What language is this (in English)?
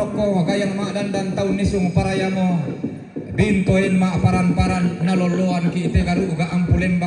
Toraja-Sa'dan